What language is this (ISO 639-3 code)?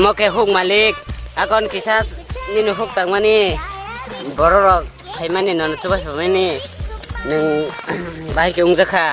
trp